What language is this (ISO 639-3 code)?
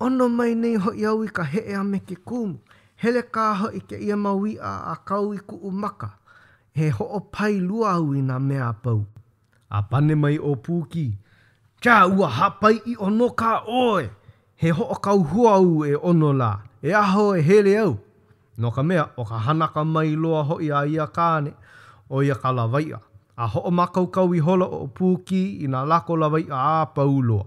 haw